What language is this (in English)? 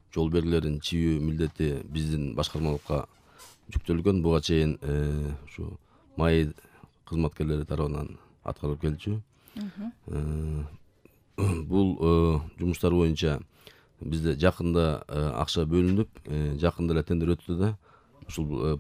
Kyrgyz